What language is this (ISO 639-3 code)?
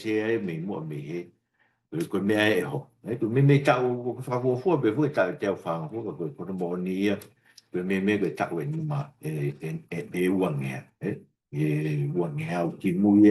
ton